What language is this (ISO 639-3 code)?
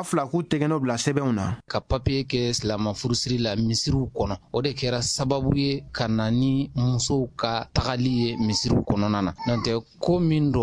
bam